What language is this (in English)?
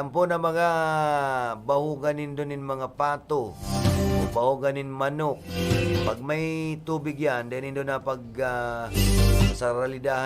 Bikol